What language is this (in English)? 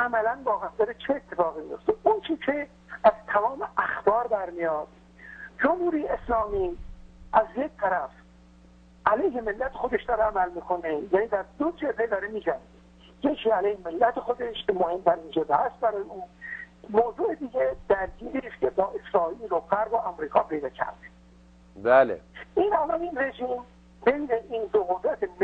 Persian